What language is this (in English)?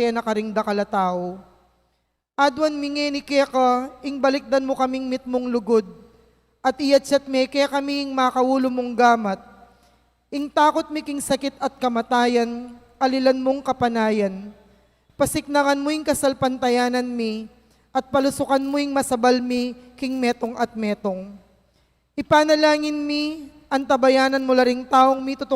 Pampanga